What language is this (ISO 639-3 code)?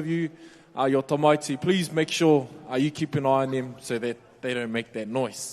mri